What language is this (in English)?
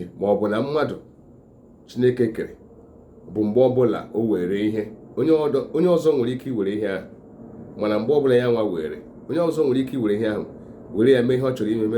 Igbo